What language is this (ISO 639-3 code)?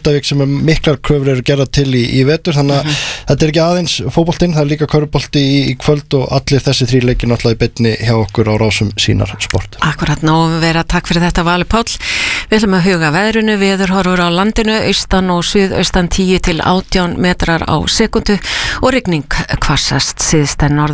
isl